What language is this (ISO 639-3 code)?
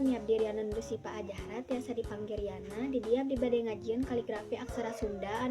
sun